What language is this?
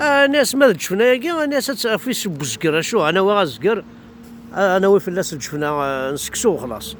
Kabyle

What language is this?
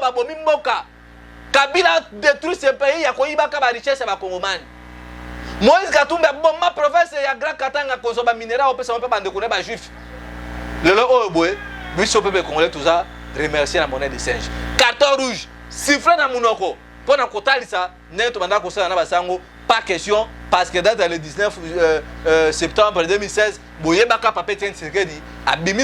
Lingala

